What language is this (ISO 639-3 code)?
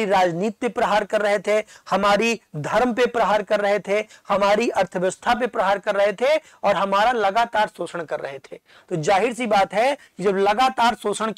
hin